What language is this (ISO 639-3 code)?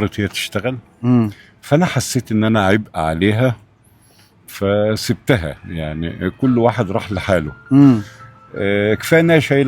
arz